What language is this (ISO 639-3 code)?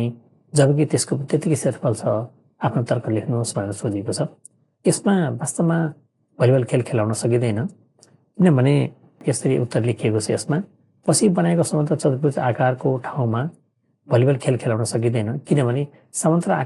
nep